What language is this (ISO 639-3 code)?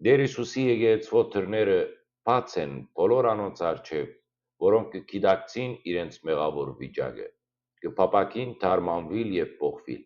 hyw